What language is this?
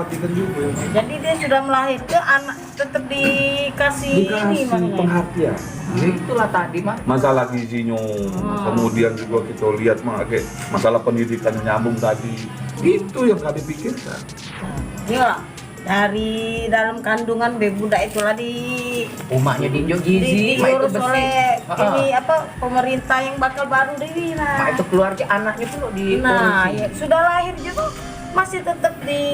Musi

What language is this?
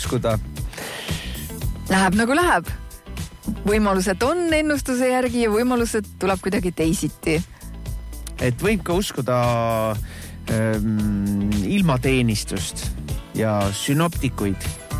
Estonian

